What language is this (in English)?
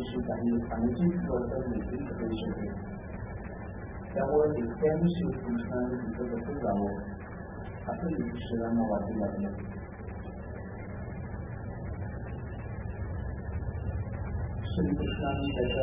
Marathi